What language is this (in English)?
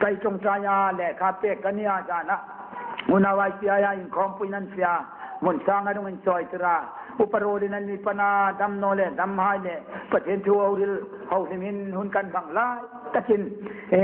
Hmar